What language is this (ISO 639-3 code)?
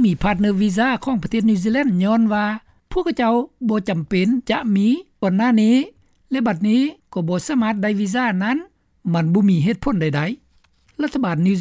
lao